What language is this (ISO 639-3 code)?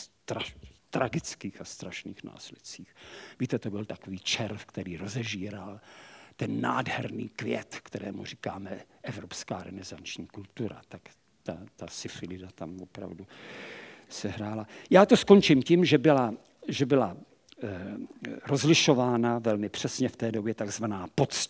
ces